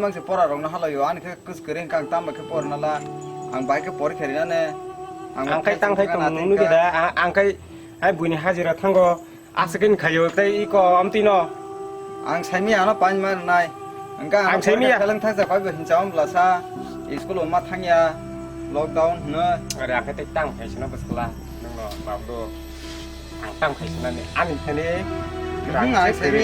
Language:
Kok Borok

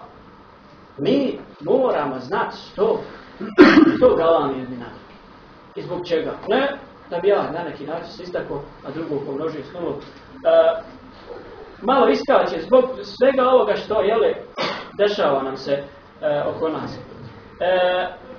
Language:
Croatian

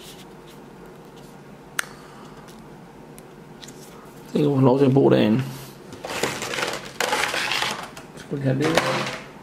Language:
Danish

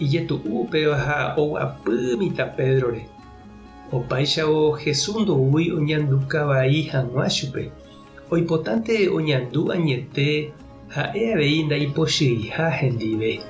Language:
Guarani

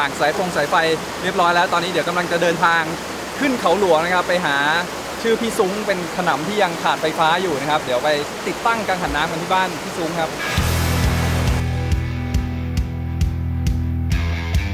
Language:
Thai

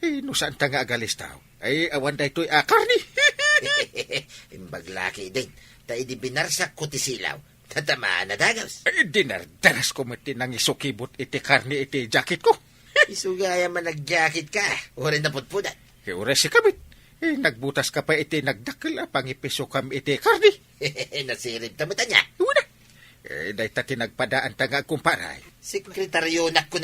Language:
Iloko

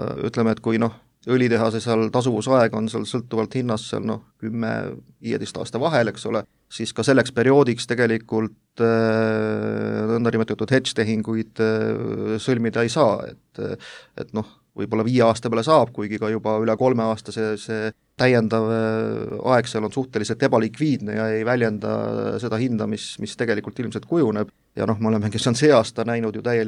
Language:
Estonian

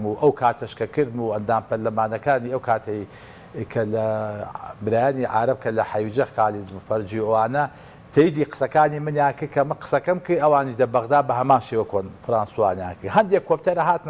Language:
Central Kurdish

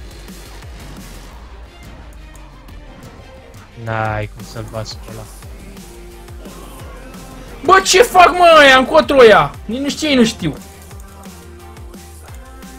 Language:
Romanian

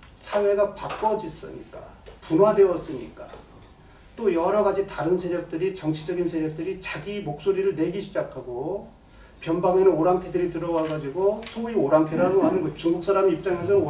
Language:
Korean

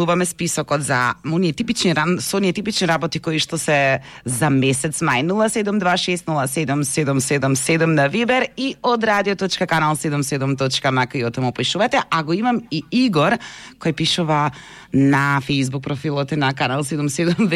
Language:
Macedonian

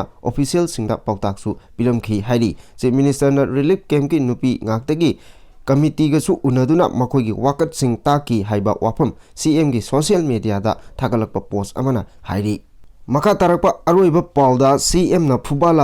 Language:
Manipuri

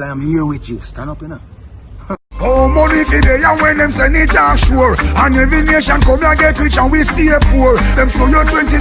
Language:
Jamaican Creole English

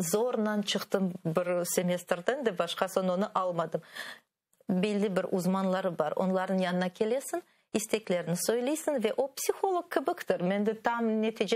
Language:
Crimean Tatar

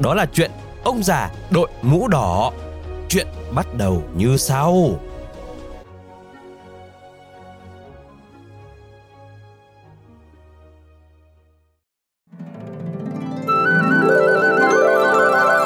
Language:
Vietnamese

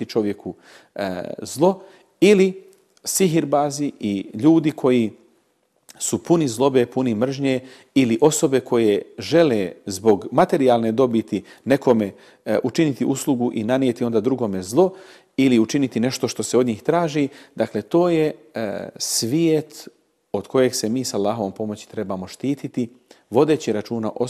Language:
Bosnian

